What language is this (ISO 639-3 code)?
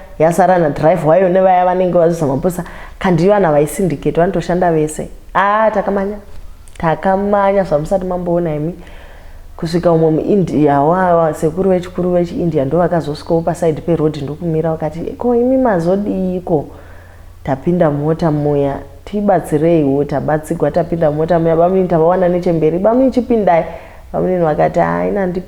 sna